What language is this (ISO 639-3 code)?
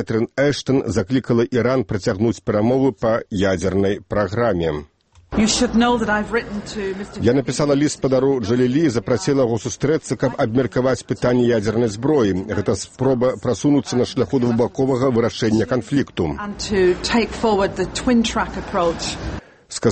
bel